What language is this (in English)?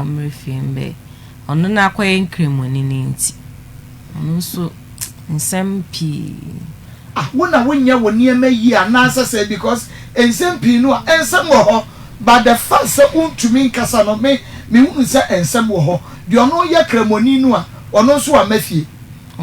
Akan